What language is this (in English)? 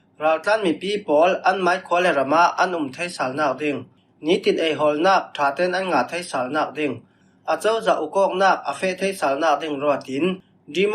Falam Chin